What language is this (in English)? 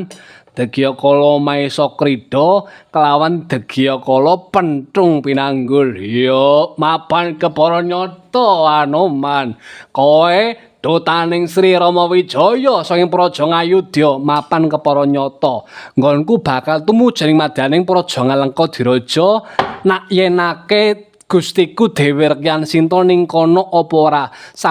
Javanese